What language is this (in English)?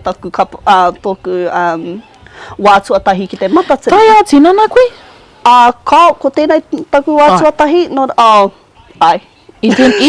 Māori